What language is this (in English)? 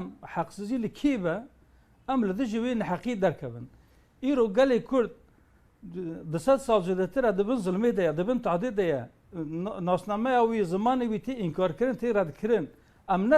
Kurdish